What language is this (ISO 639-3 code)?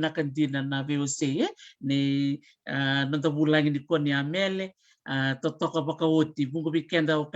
fij